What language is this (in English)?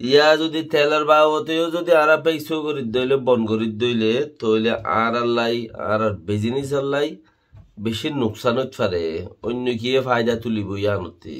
Rohingya